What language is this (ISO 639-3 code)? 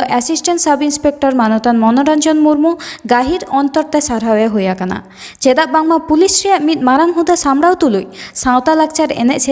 sat